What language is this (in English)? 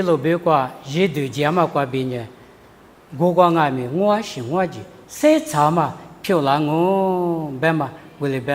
Lisu